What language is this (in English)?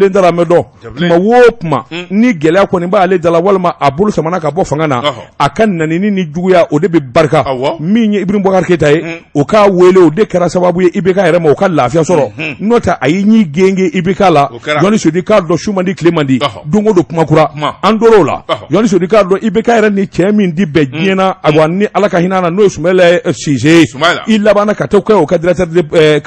Bambara